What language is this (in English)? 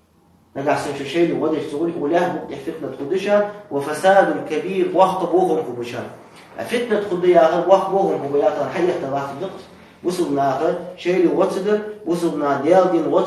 Ingush